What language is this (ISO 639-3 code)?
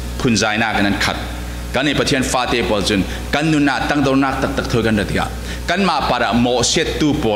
cfm